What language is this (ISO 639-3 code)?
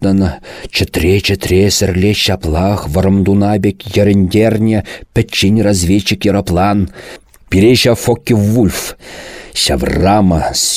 chv